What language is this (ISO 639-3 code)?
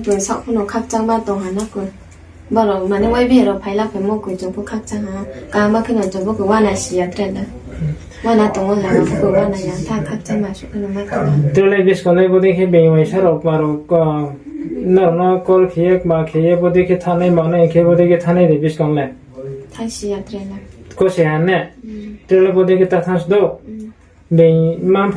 ria